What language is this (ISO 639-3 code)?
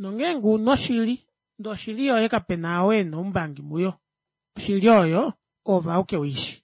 kua